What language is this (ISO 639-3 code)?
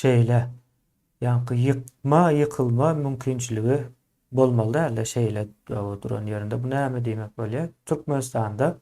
tuk